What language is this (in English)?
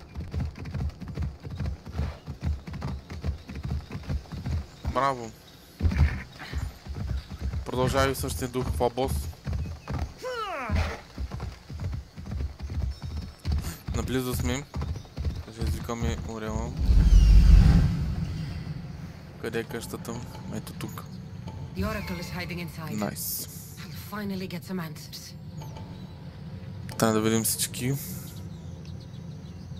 Bulgarian